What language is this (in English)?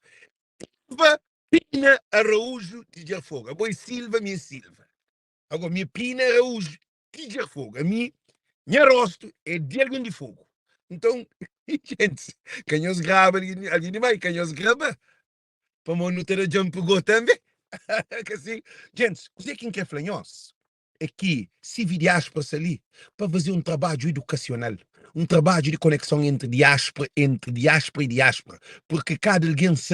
Kabuverdianu